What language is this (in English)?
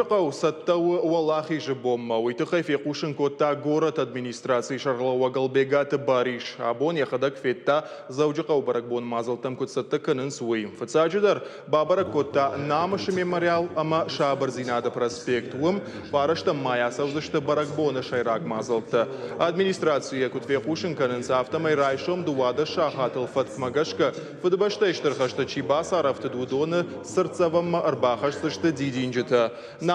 Ossetic